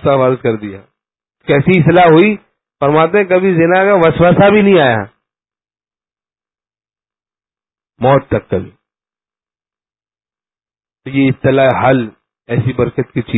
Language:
Urdu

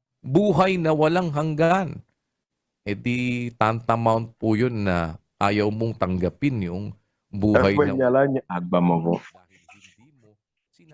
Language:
Ewe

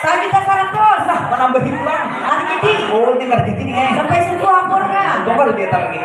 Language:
Banjar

